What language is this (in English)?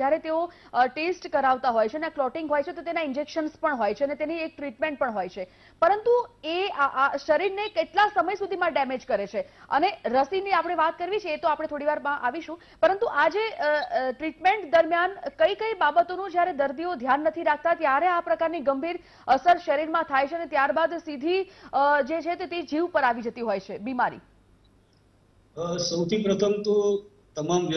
Gujarati